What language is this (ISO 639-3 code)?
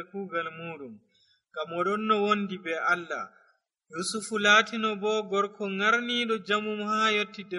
fuv